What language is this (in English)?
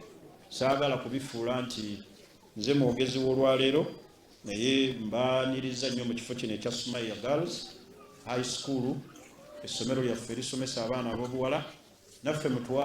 Ganda